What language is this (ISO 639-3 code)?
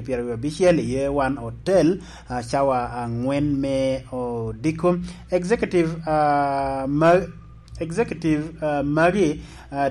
laj